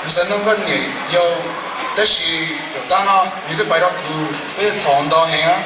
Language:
Hmong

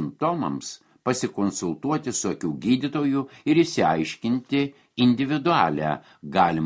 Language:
Lithuanian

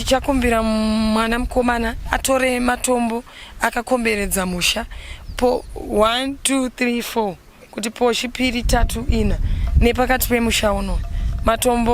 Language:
Shona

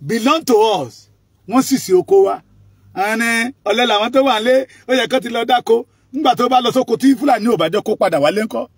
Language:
Yoruba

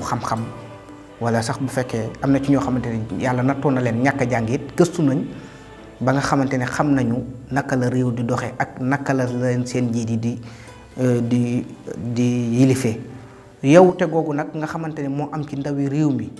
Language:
Wolof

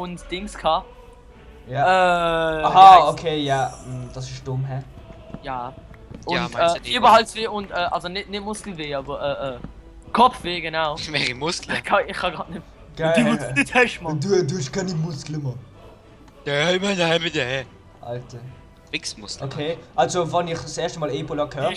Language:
Swiss German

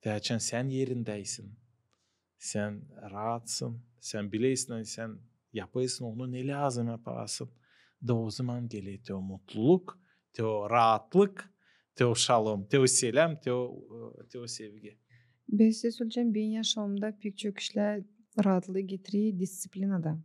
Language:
Gagauz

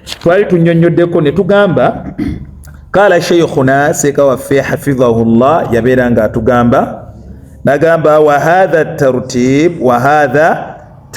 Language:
Ganda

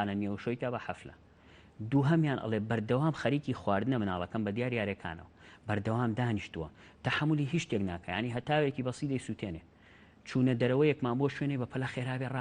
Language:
Central Kurdish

